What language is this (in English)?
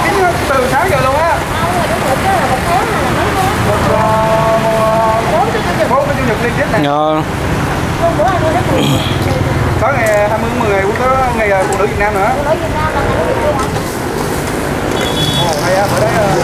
Vietnamese